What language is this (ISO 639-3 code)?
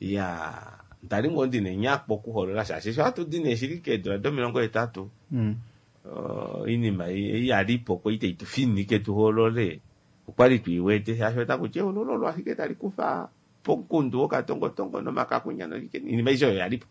kua